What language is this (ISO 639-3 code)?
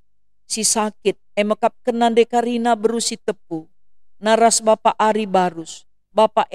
btx